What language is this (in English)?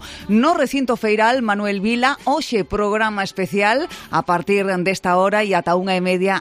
Galician